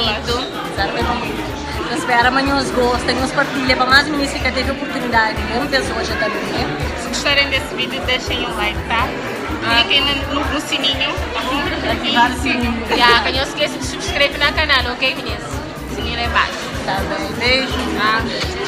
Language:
Kabuverdianu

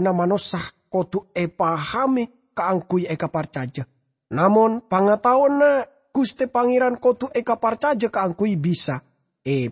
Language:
Madurese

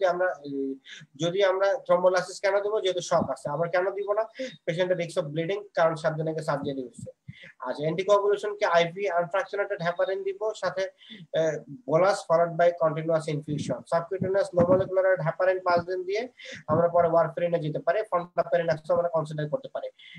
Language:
Bangla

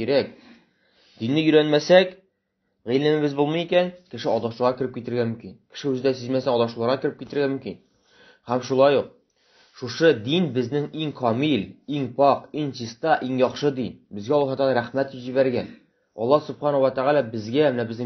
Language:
Tatar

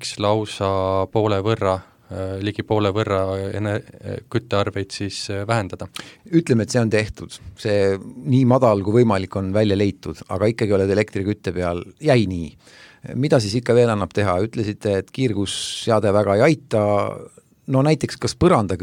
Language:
Estonian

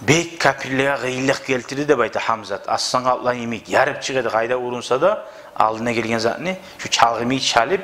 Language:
Kumyk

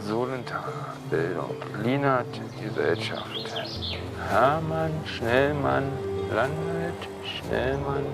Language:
Romansh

